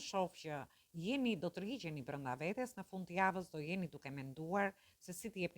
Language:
Albanian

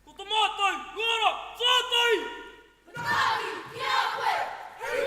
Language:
Māori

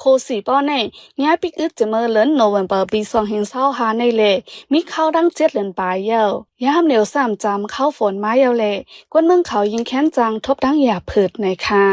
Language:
Shan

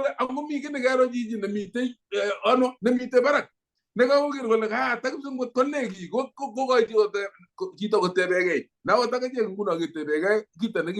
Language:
Kalenjin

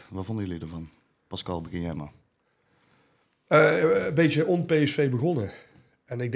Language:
Dutch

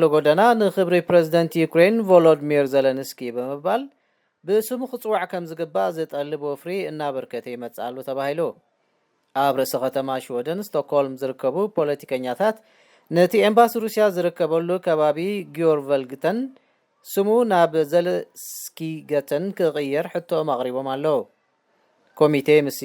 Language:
Tigrinya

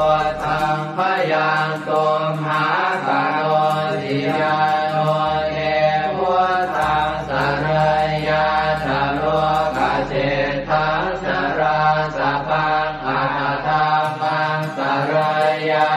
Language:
Pali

